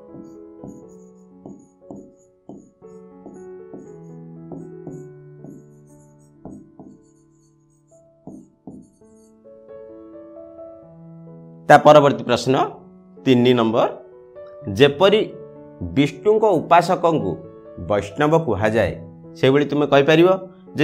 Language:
Odia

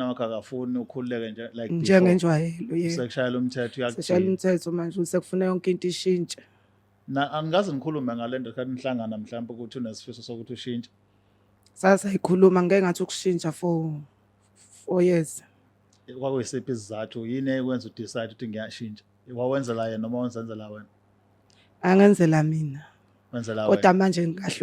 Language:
Zulu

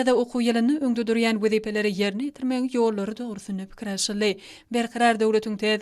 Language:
Turkmen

